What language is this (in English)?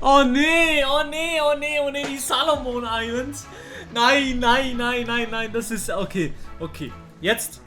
Swiss German